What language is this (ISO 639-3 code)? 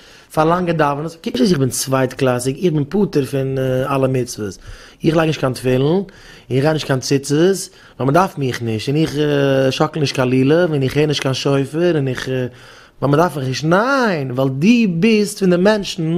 yid